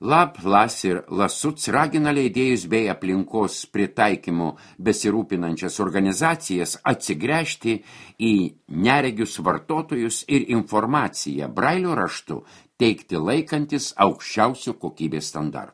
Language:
Lithuanian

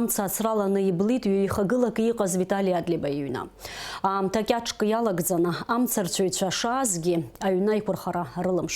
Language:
Abkhazian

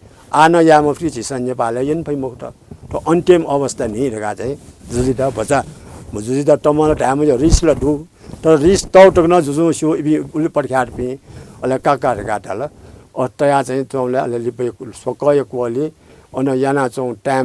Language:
Newari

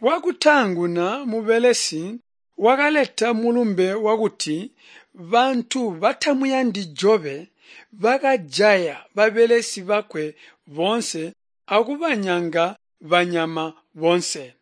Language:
Tonga (Zambia)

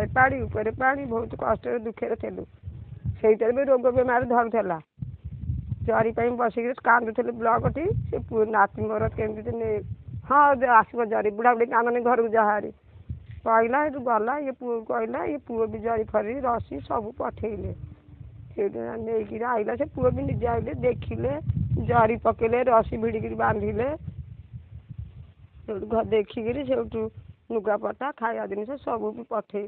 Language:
Odia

